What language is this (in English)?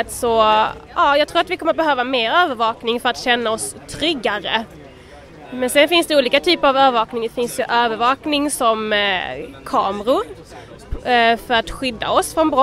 Swedish